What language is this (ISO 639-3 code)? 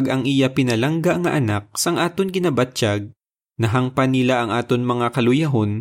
hil